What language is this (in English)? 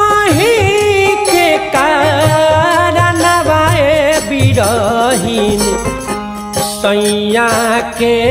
Bhojpuri